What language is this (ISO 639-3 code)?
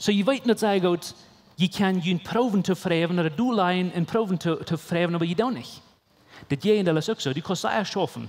pdt